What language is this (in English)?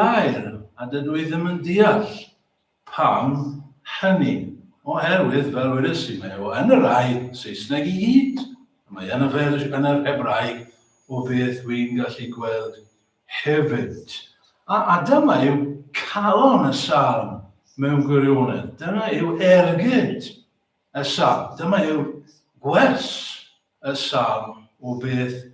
Welsh